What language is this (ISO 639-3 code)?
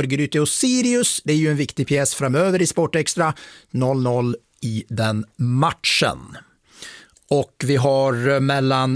swe